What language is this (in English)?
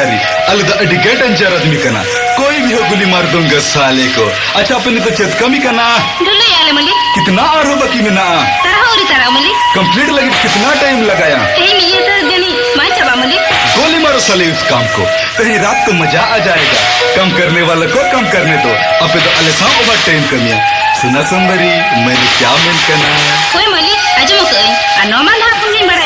Santali